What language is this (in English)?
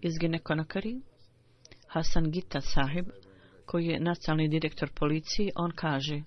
Bosnian